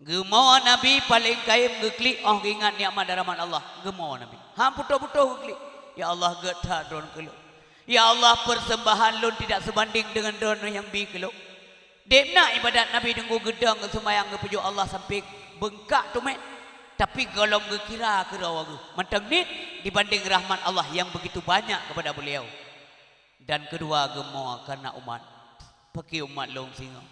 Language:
Achinese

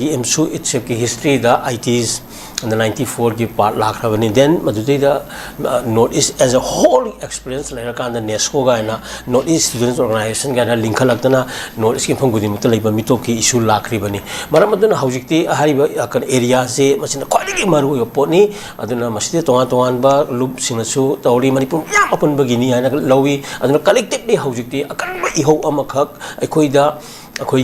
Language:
Manipuri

